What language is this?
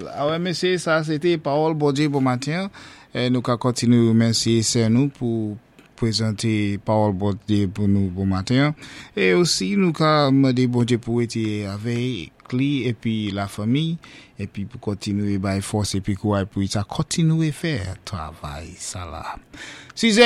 Saint Lucian Creole French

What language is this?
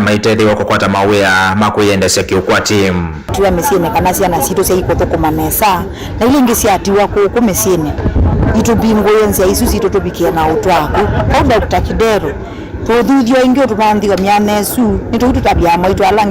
Kamba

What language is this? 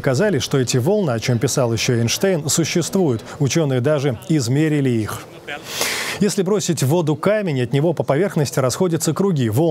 Russian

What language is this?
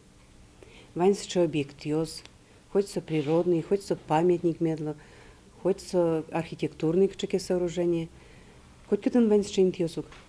Udmurt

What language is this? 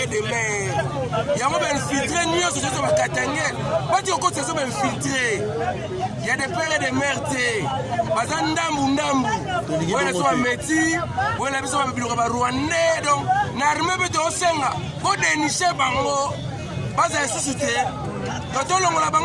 Lingala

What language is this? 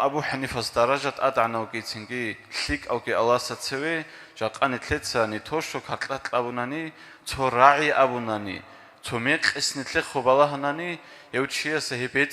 Avaric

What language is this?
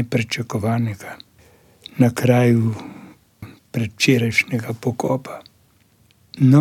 Slovenian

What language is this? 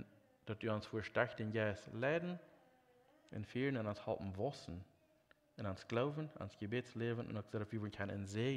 Plautdietsch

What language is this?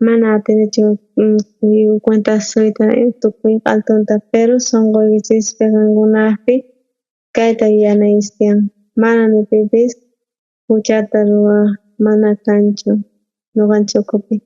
South Bolivian Quechua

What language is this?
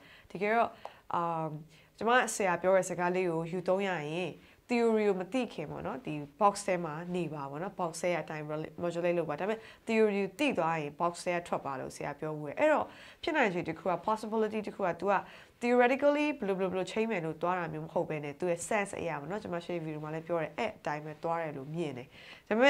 Burmese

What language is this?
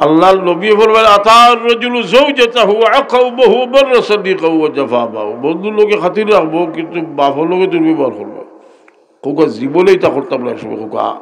Sylheti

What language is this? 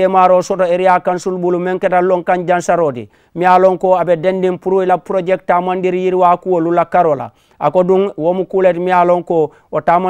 Mandingo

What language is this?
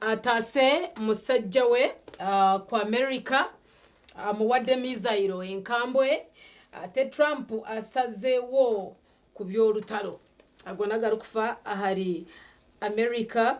Nyankole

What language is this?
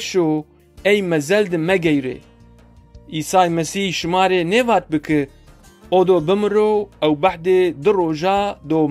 Zaza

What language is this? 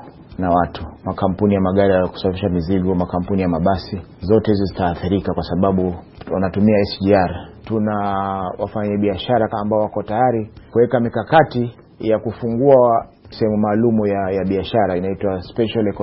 Swahili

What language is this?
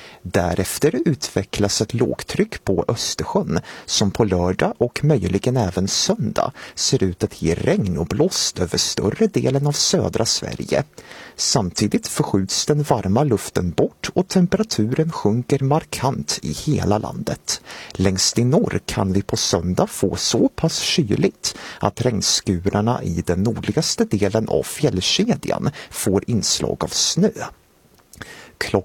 Swedish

